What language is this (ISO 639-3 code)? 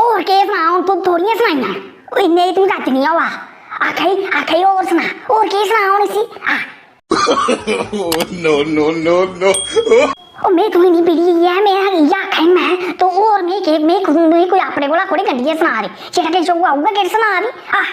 doi